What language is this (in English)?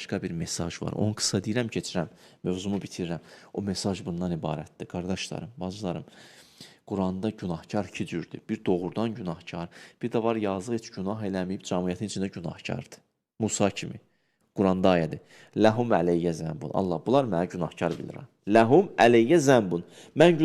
Azerbaijani